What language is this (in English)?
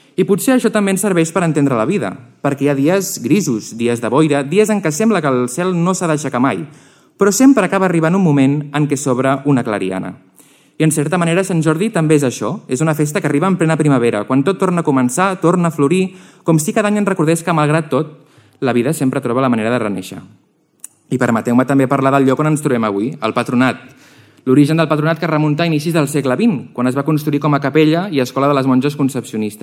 Catalan